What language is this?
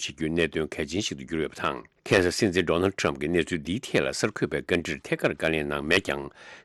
Tibetan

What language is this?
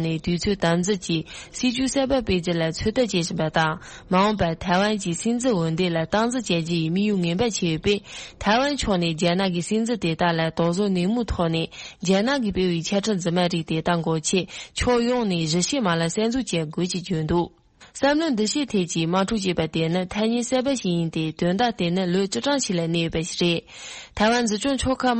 Tibetan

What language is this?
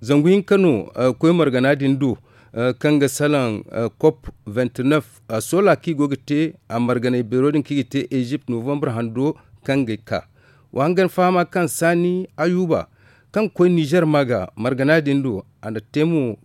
Zarma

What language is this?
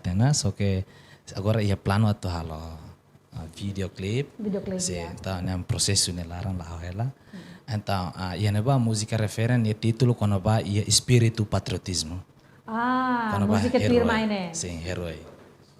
Tetum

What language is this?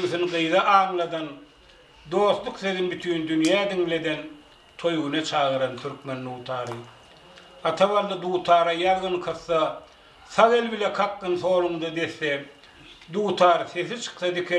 Turkmen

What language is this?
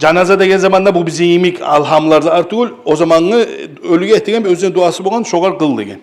Kumyk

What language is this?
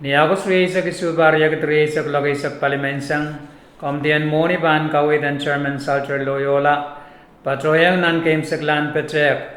Pohnpeian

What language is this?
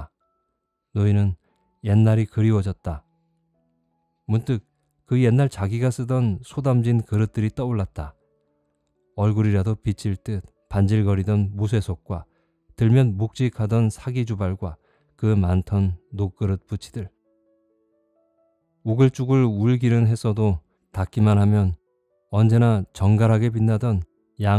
Korean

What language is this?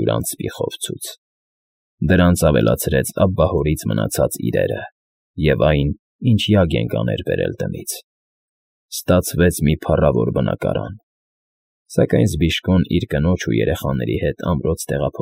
Armenian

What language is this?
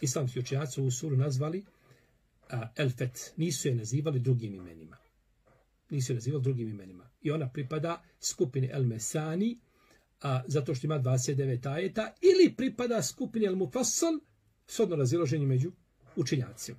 Bosnian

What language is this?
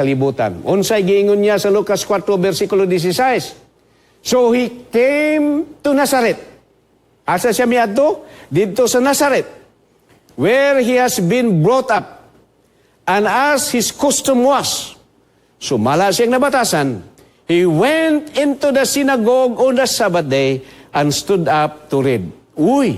Cebuano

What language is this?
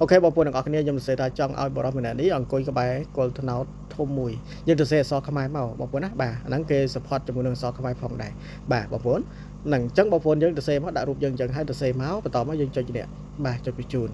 Khmer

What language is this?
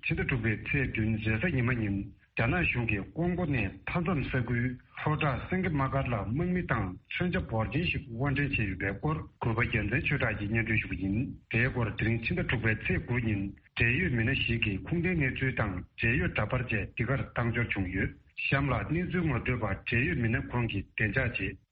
Tibetan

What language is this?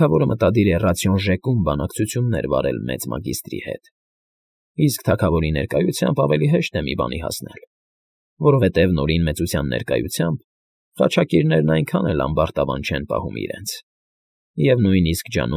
Armenian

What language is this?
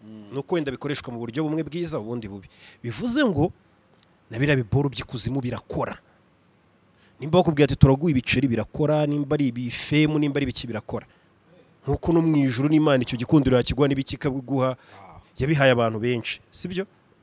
Kinyarwanda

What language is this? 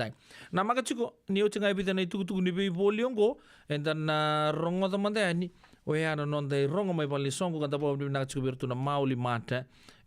Fijian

